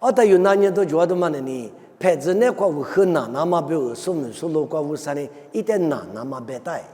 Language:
Lisu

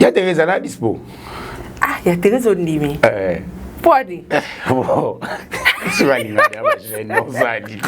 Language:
Lingala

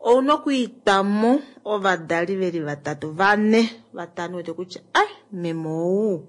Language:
Kuanyama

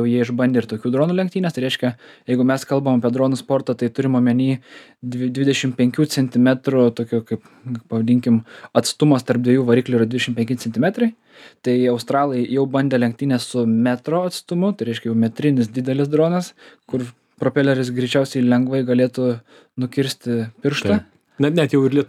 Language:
Lithuanian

